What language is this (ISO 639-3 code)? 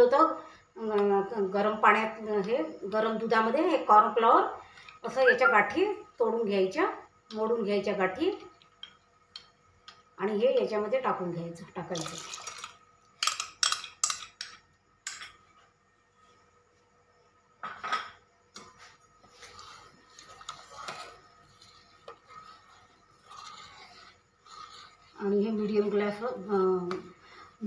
mar